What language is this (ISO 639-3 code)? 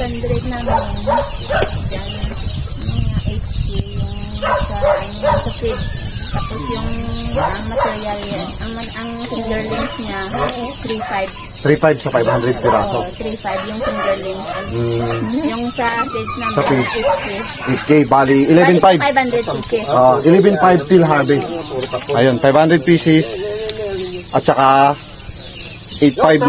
fil